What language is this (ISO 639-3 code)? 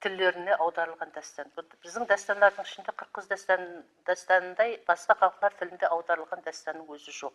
kaa